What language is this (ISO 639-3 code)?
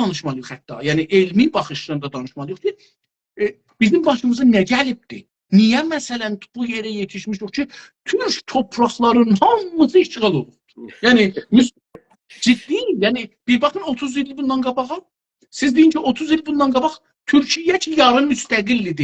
azb